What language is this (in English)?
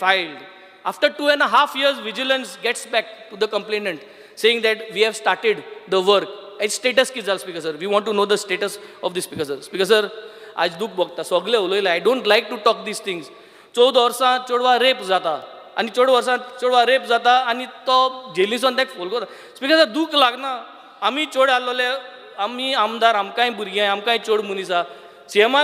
Konkani